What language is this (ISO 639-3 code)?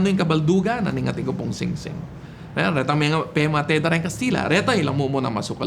pam